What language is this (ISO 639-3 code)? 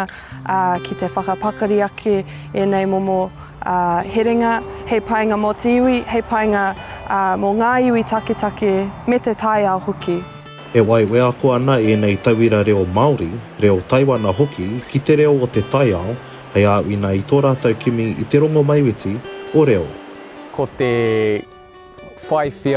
mri